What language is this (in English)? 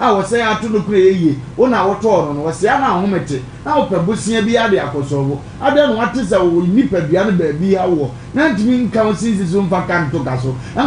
Akan